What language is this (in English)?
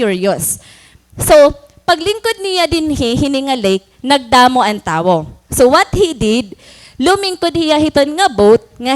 Waray